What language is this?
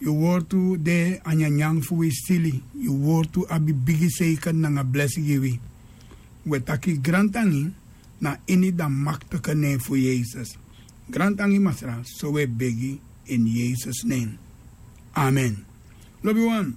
Sranan Tongo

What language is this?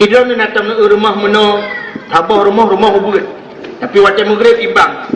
Achinese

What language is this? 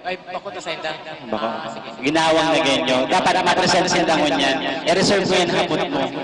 Bikol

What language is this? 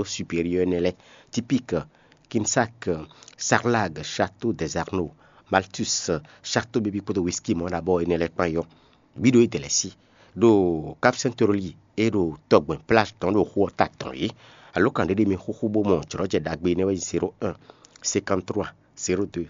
Fon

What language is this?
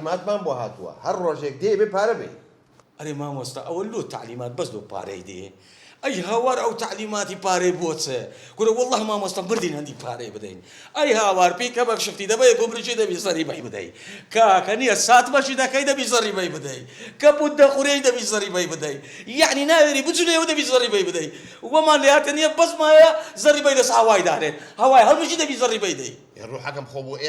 Central Kurdish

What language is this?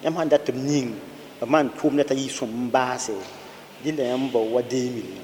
Mossi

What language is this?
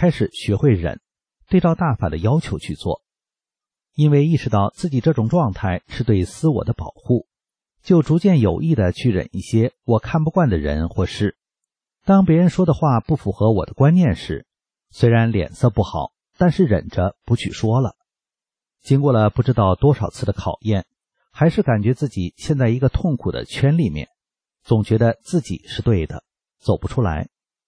Chinese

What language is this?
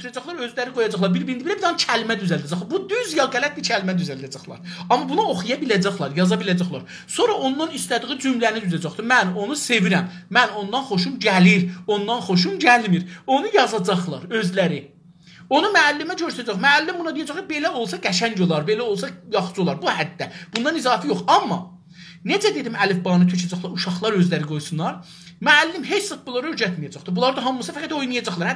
South Azerbaijani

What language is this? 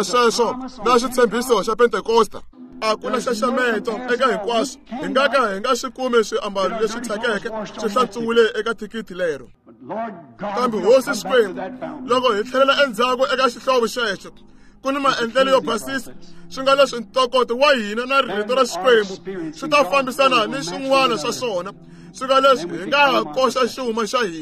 Tsonga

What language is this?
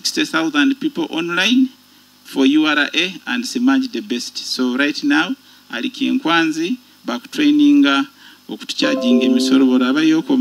Nyoro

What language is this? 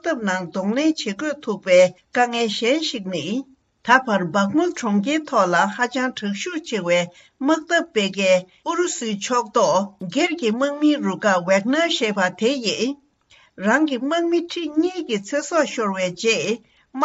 Tibetan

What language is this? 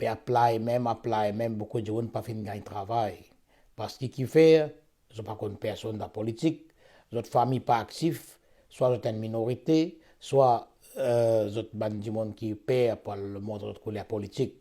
Morisyen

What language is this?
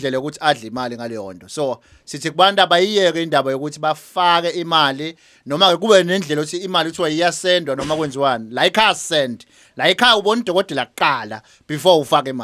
Zulu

